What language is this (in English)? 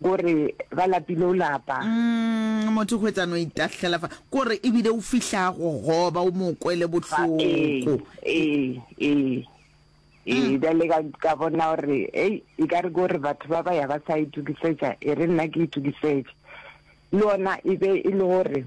Northern Sotho